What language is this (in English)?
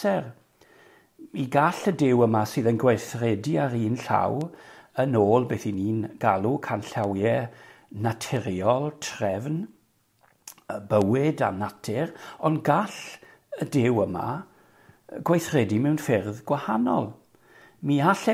Welsh